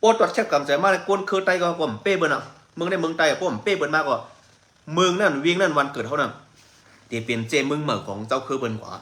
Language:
Shan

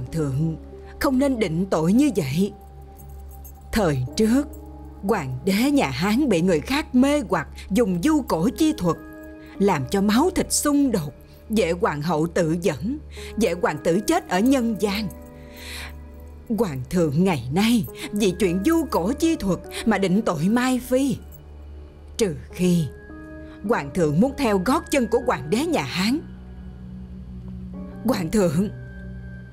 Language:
Vietnamese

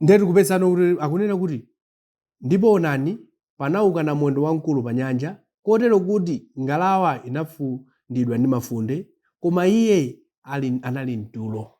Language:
Nyanja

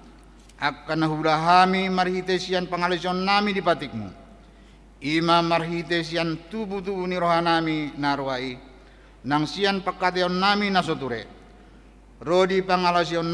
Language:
Batak Toba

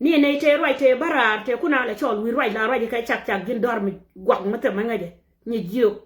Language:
Nuer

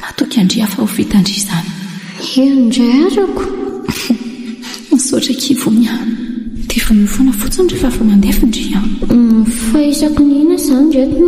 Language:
Malagasy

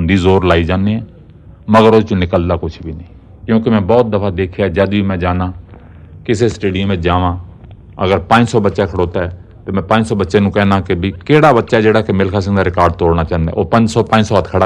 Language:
Punjabi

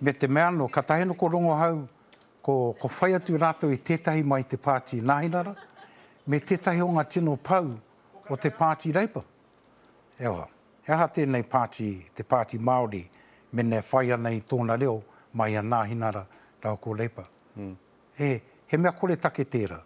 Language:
Māori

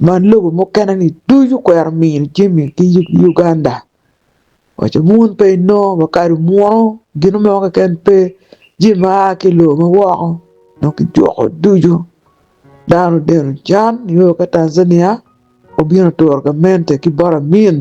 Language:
Acoli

